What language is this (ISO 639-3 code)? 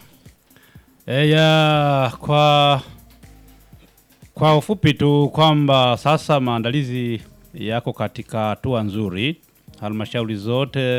swa